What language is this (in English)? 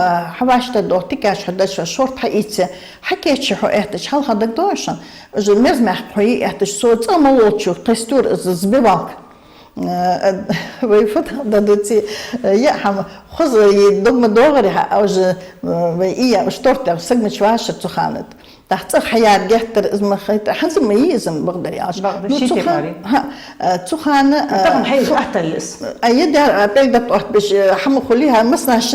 Ingush